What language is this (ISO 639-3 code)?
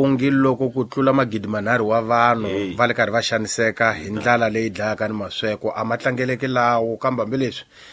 tso